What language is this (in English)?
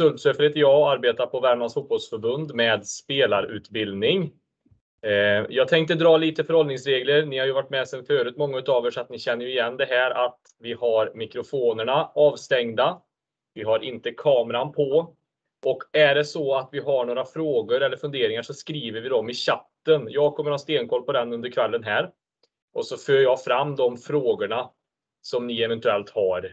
Swedish